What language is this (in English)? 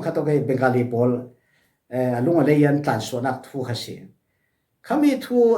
Falam Chin